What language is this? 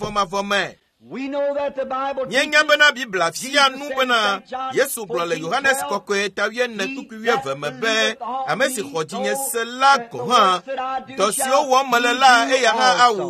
Ewe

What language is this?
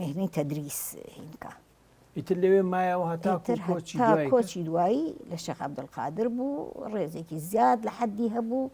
Central Kurdish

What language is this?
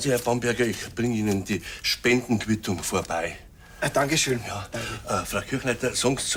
Bavarian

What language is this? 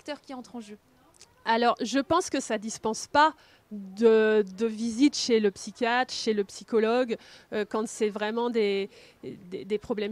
French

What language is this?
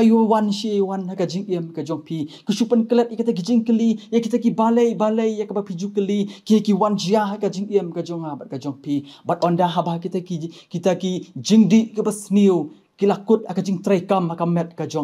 Khasi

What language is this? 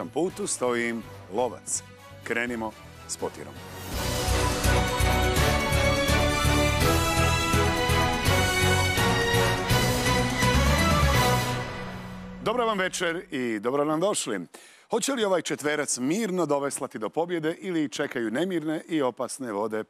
Croatian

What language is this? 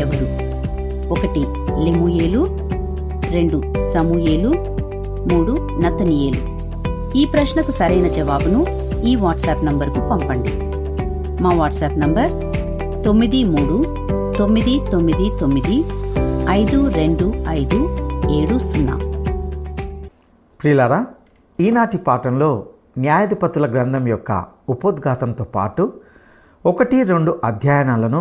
Telugu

